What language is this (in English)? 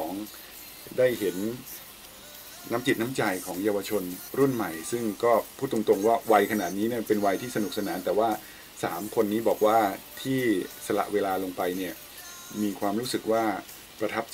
Thai